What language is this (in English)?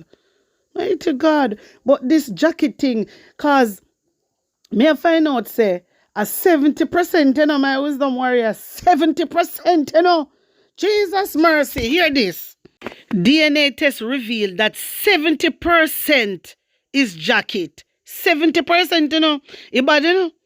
Jamaican Creole English